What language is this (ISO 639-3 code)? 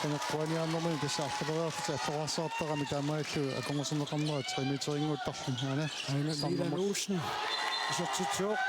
kal